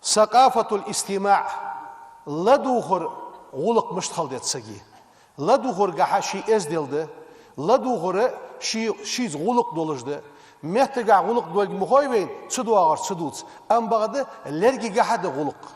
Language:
Ingush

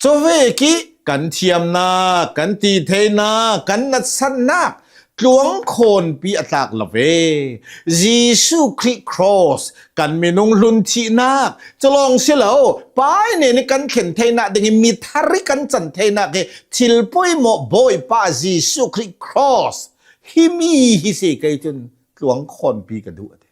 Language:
Hakha Chin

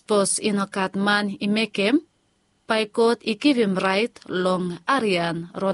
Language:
Bislama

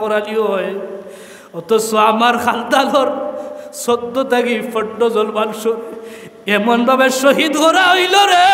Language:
Sylheti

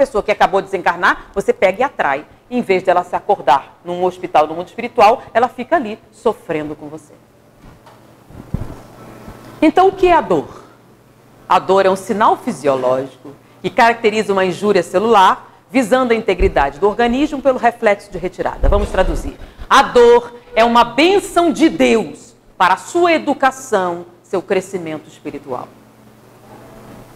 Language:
Portuguese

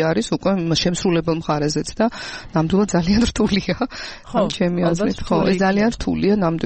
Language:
Georgian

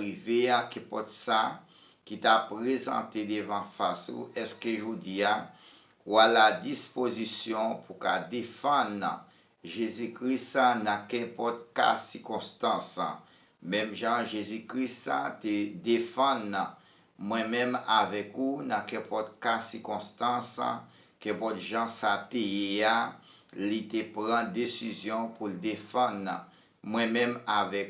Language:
Haitian Creole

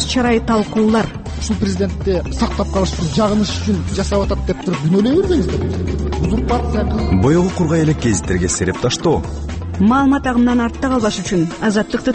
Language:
Kyrgyz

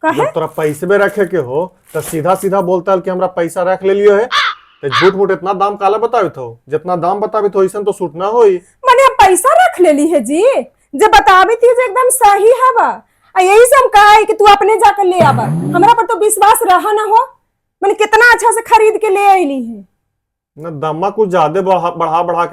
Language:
Magahi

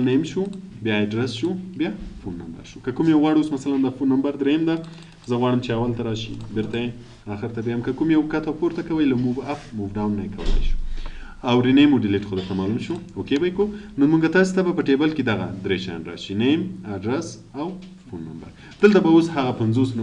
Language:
Pashto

